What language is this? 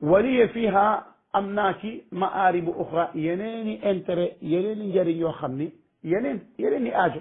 Wolof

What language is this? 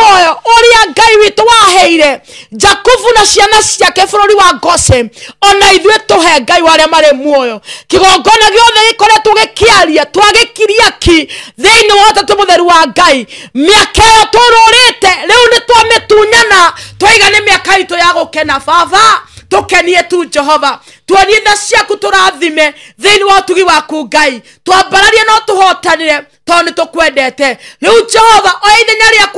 Kikuyu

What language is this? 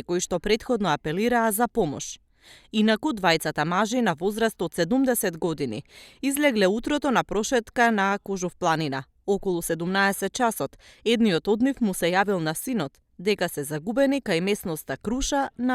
Macedonian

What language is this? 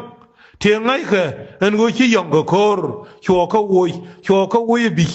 Nuer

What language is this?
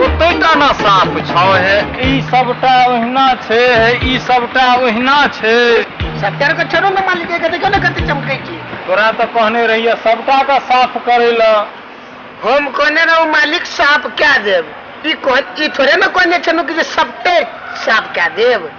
Maithili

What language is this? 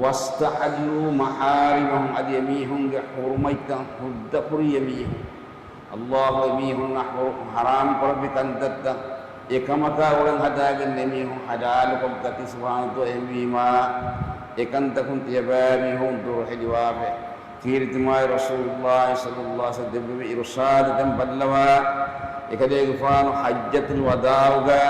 Divehi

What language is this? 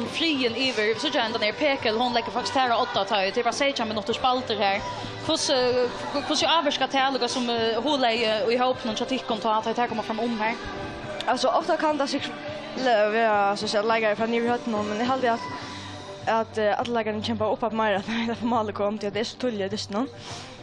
Faroese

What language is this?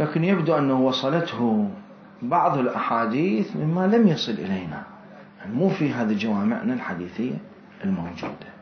Mesopotamian Arabic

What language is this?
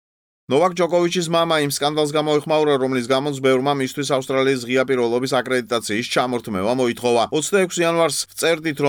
Georgian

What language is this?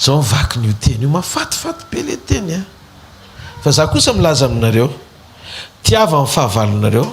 Malagasy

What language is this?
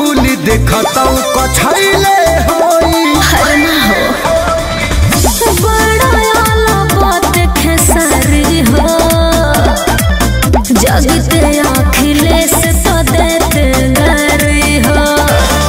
Bhojpuri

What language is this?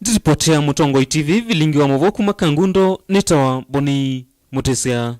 Kamba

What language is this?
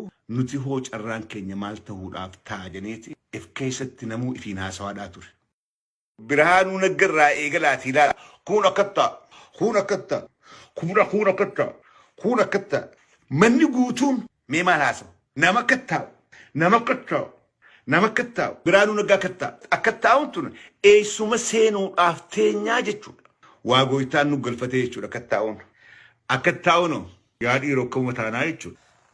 Oromo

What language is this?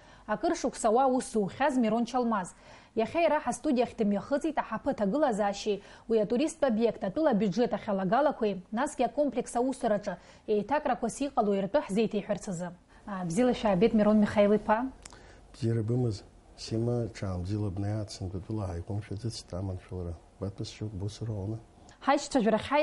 Abkhazian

